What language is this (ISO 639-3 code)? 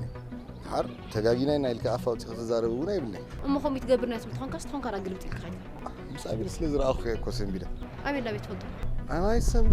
tir